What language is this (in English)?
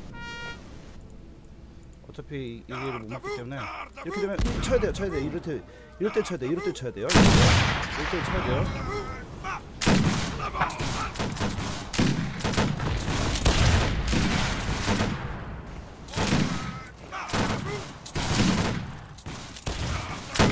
Korean